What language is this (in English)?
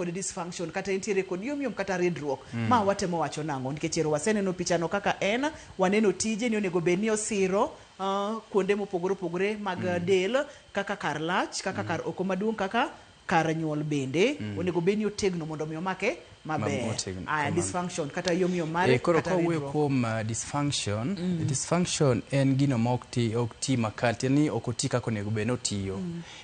Luo (Kenya and Tanzania)